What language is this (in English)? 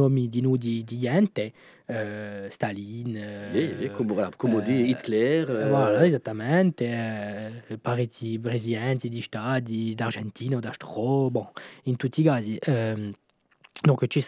Corsican